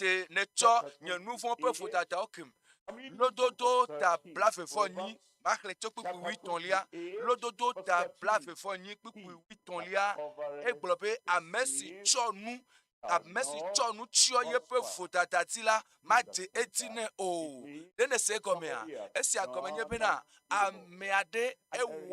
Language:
Ewe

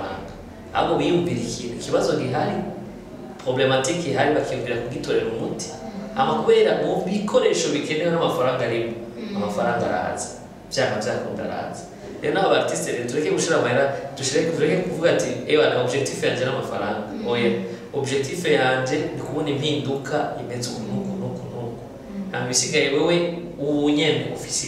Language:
Rundi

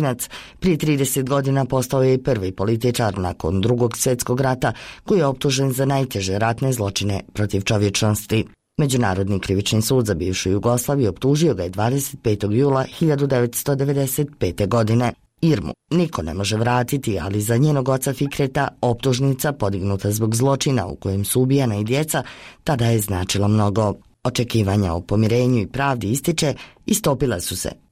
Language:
Bosnian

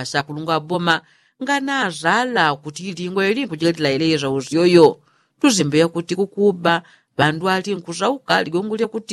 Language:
Yao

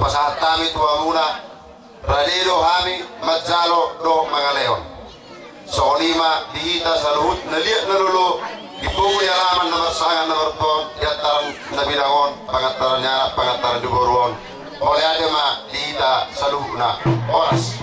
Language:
Batak Toba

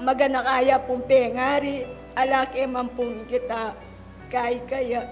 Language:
Pampanga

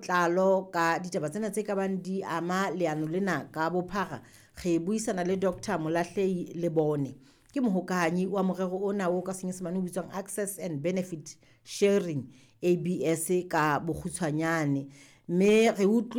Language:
Southern Sotho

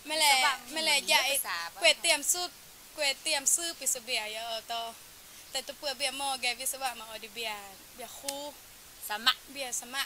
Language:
Thai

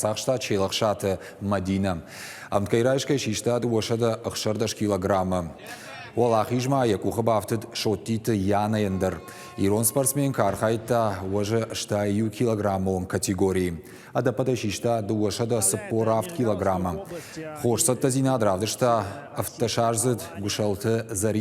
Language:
Ossetic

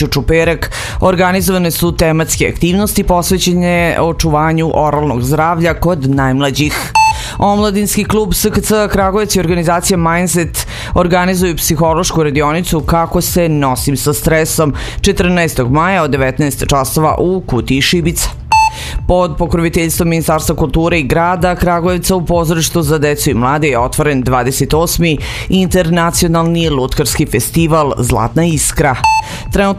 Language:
Serbian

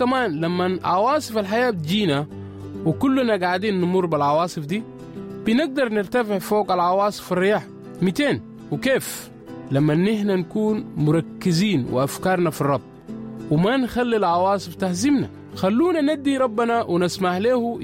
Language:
Sudanese Arabic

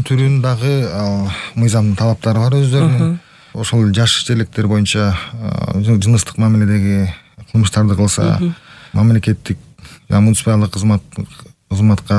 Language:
Kyrgyz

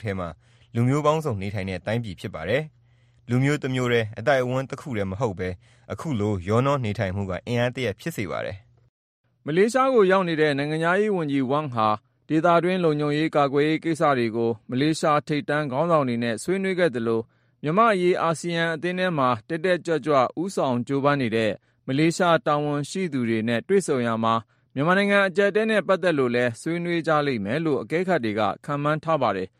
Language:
Burmese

